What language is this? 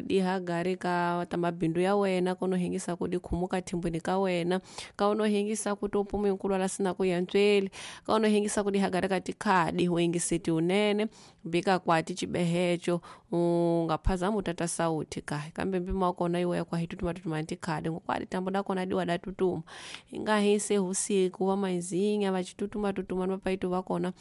Tsonga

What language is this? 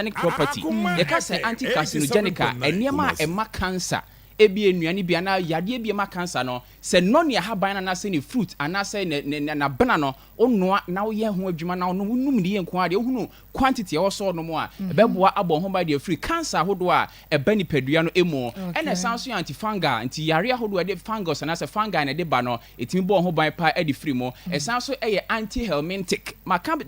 Akan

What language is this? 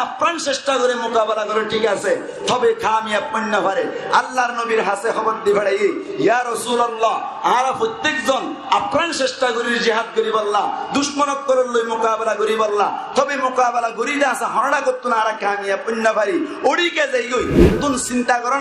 Rohingya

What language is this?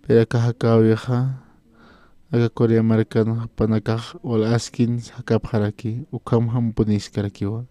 Aymara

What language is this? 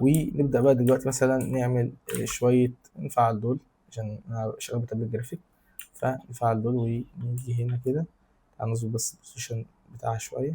Egyptian Arabic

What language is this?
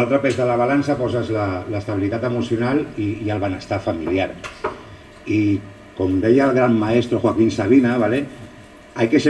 Catalan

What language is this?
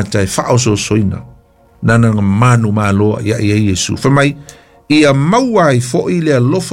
Samoan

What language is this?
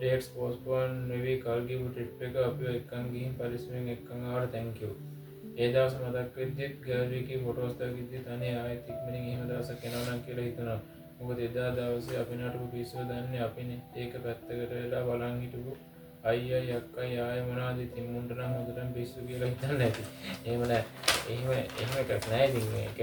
Sinhala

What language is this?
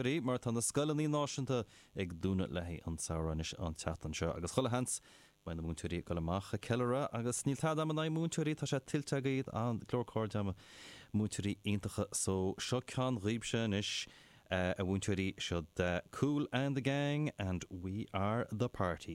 Irish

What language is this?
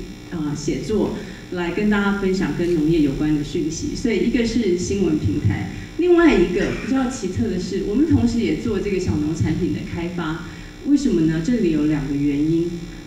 Chinese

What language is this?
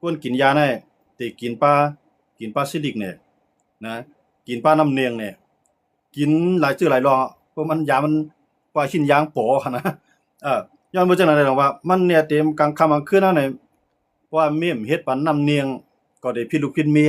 Shan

